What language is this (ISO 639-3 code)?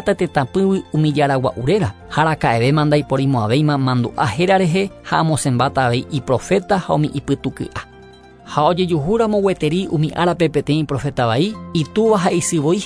grn